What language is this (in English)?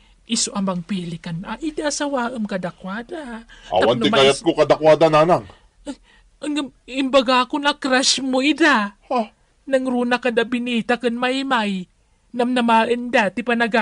Iloko